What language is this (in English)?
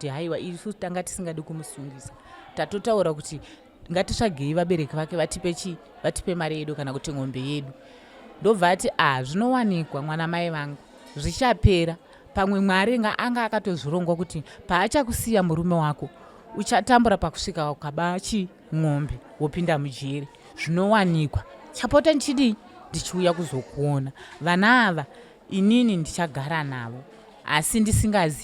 Shona